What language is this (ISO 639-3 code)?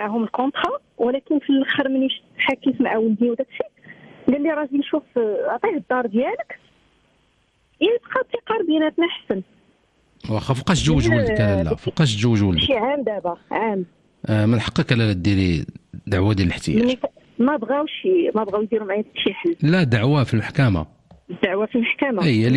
ary